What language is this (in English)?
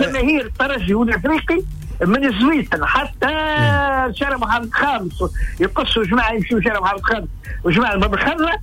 Tunisian Arabic